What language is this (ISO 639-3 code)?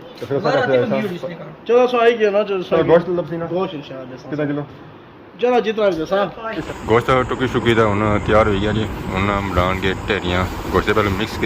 phr